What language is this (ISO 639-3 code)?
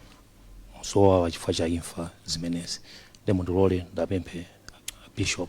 nya